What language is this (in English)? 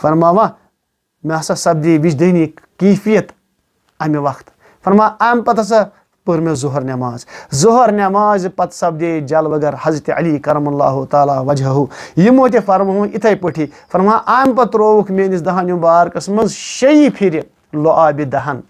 Kashmiri